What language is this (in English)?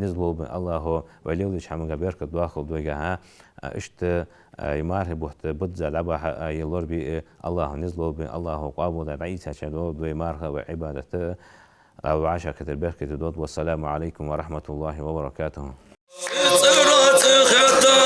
Ingush